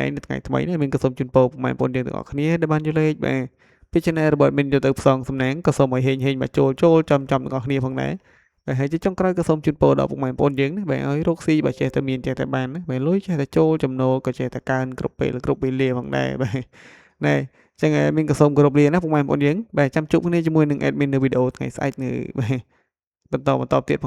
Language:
Khmer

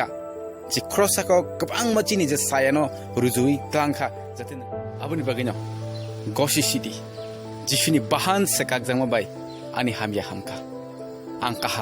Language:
Kok Borok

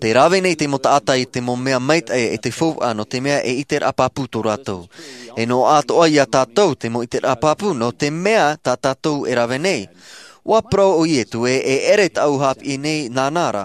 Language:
Tahitian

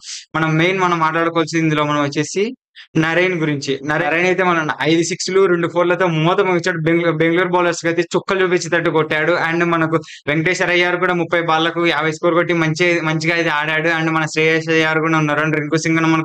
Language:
Telugu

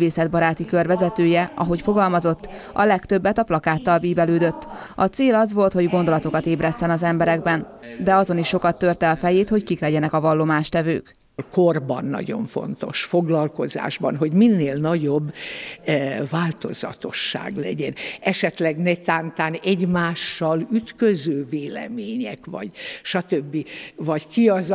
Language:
Hungarian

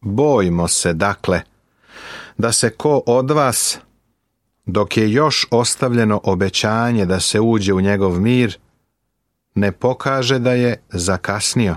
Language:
Serbian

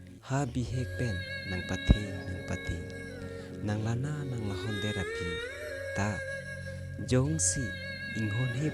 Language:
Karbi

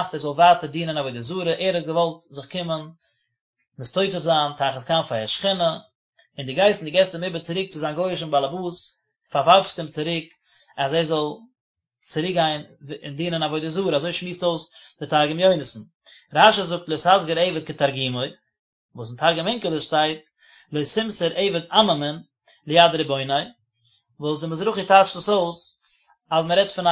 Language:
Yiddish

